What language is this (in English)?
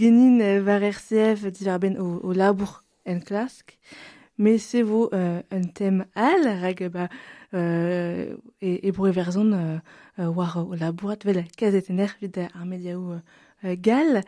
Breton